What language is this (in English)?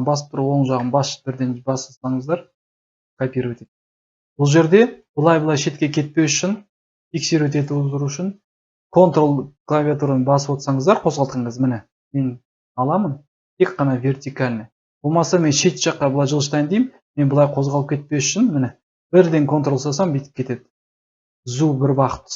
Kazakh